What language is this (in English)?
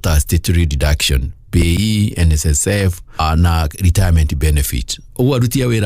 Kikuyu